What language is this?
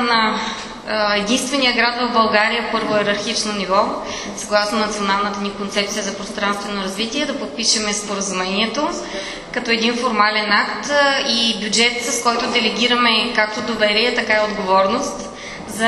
Bulgarian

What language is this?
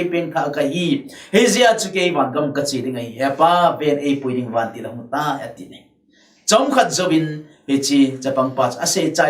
Thado Chin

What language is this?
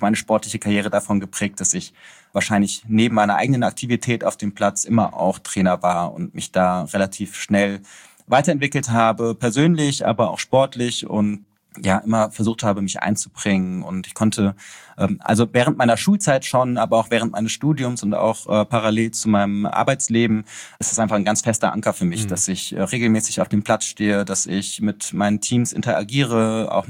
German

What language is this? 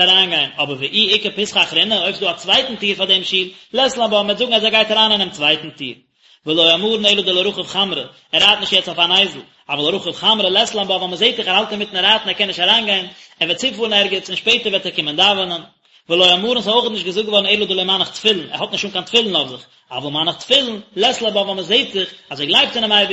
Yiddish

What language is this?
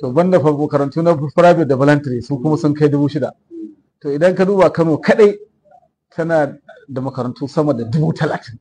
Hausa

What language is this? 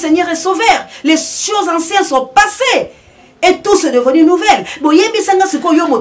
Lingala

